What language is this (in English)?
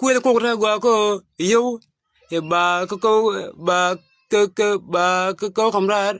Nuer